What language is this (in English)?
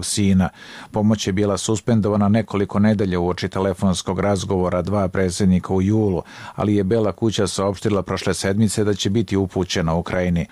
Serbian